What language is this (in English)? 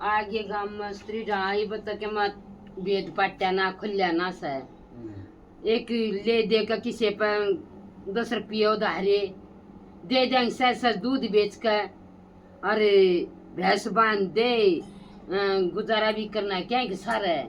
Haryanvi